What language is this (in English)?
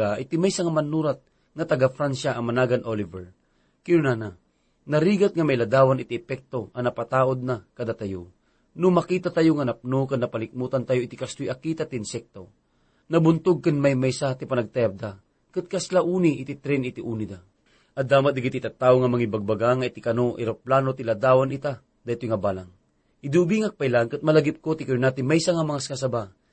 Iloko